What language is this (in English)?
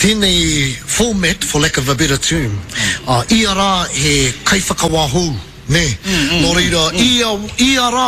Māori